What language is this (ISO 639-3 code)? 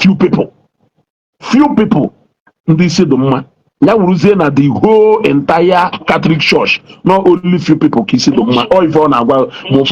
ibo